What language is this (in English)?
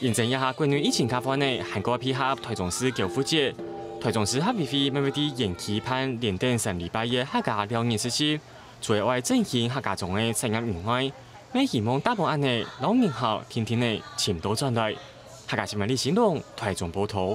Hakka Chinese